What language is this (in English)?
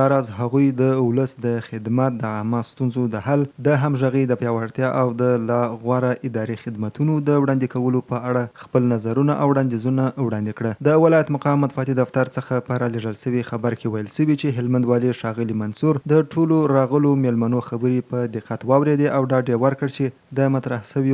Pashto